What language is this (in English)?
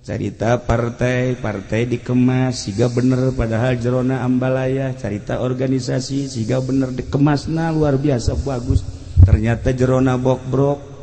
Sundanese